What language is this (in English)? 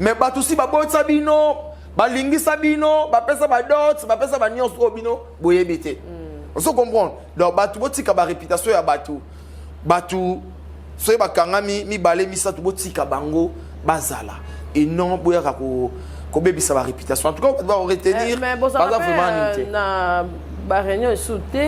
Lingala